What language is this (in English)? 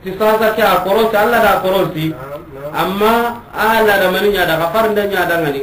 Soninke